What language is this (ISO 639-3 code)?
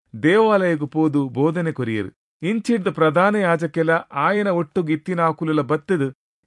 tcy